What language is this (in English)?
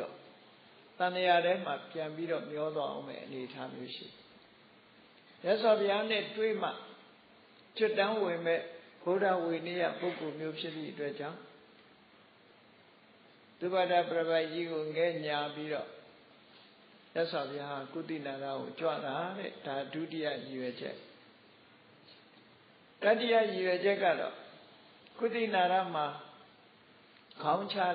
Burmese